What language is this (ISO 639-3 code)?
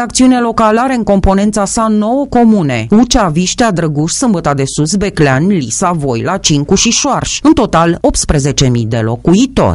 ron